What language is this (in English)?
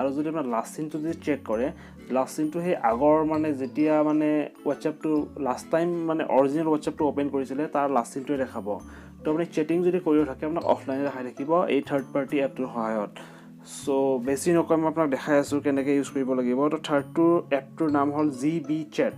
Assamese